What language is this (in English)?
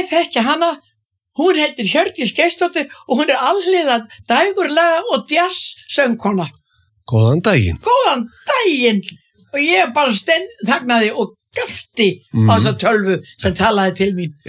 Icelandic